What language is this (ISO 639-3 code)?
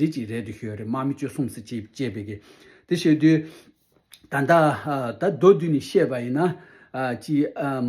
bod